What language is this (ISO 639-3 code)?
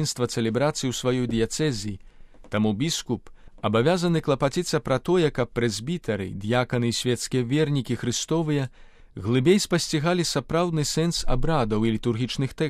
bel